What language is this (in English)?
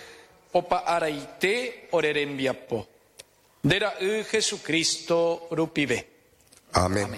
Guarani